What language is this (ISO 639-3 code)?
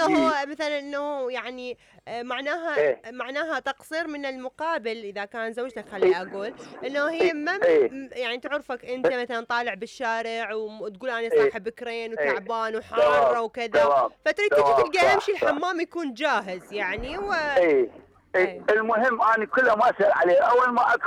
acm